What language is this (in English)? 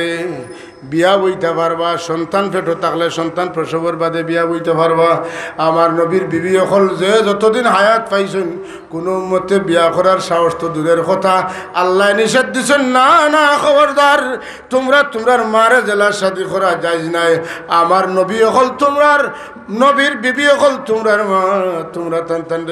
Sylheti